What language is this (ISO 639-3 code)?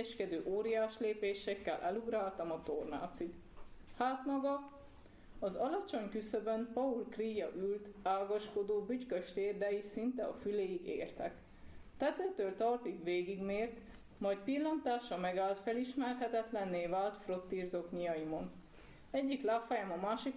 hun